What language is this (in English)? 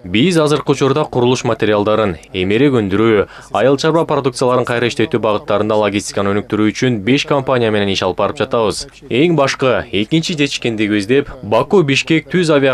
Kyrgyz